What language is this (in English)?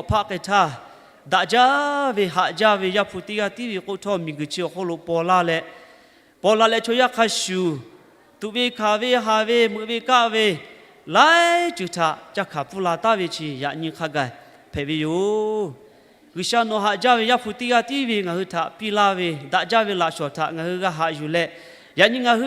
Lahu